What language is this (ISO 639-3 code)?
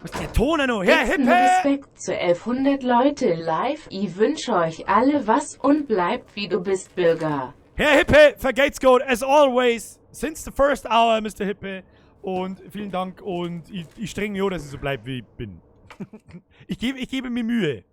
bar